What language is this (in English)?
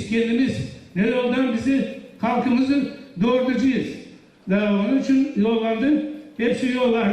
Gagauz